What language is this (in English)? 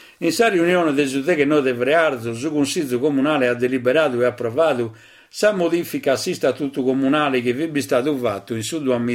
Sardinian